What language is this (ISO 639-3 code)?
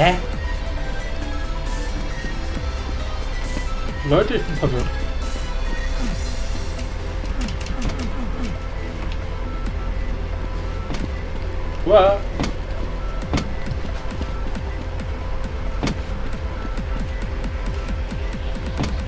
deu